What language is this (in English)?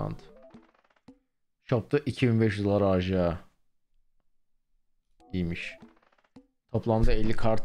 Turkish